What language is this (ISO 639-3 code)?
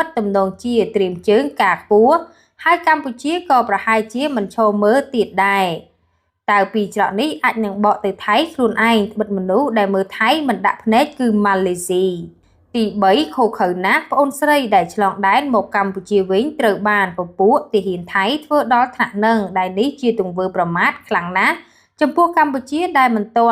khm